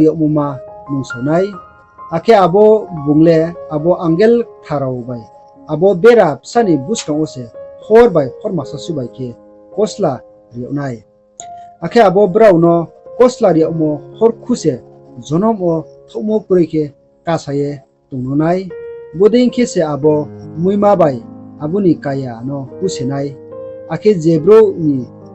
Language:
Riang (India)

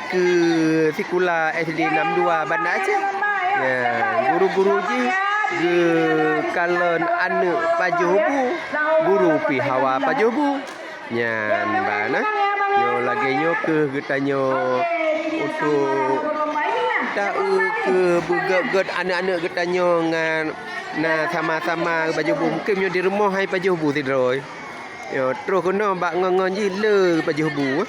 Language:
Achinese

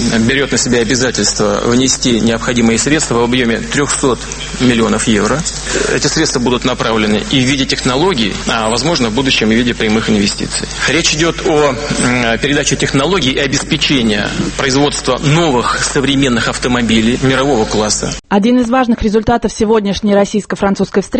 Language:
Russian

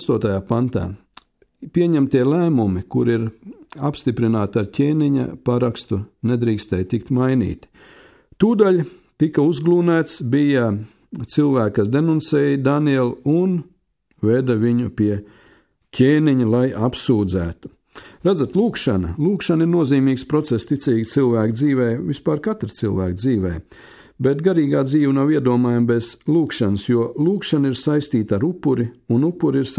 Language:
Latvian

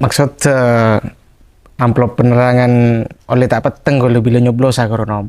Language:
Madurese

